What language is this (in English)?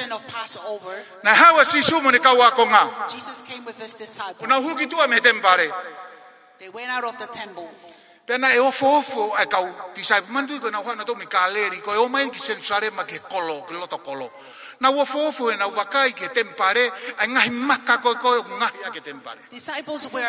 Tongan